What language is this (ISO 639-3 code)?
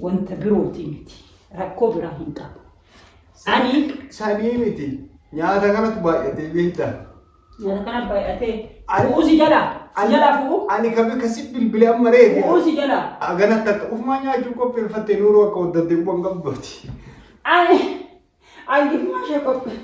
orm